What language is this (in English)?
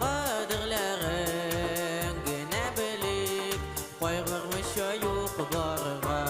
Tatar